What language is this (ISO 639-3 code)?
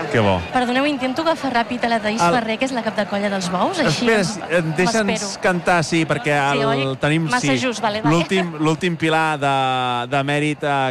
cat